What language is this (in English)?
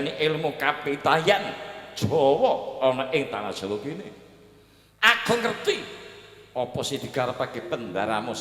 Javanese